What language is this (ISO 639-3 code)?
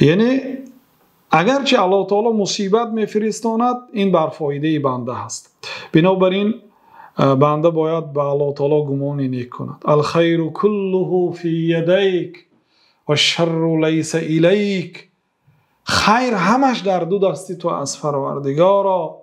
fas